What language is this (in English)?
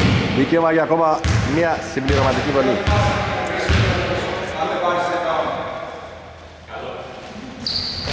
Greek